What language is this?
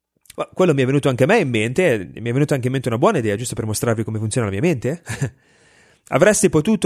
Italian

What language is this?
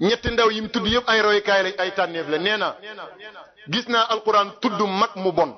Wolof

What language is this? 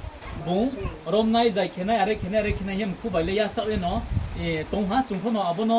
Riang (India)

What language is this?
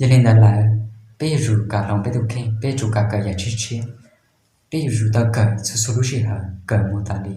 Hmong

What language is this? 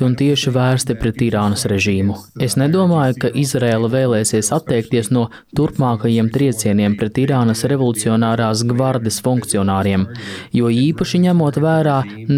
Latvian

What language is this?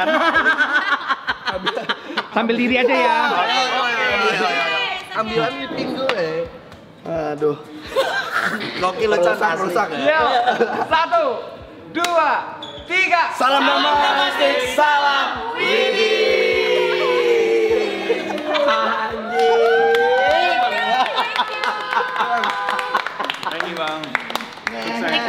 Indonesian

